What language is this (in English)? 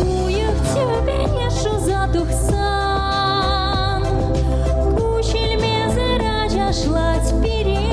Chuvash